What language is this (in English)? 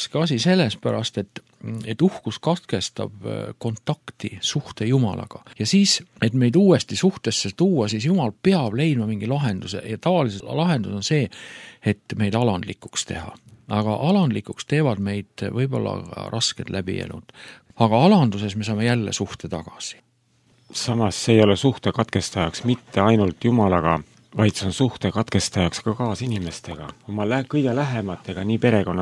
Estonian